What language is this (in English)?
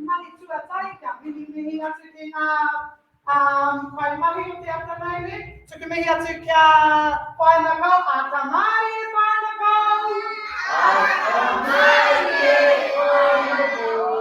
Māori